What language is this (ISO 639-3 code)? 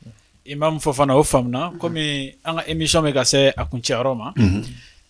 bam